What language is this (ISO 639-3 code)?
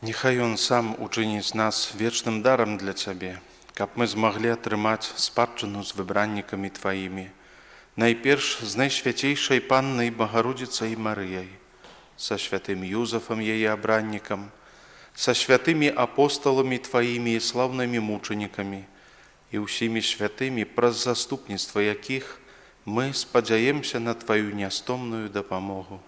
bel